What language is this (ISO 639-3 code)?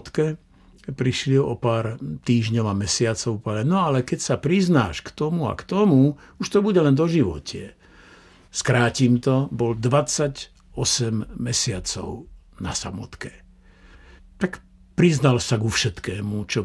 slk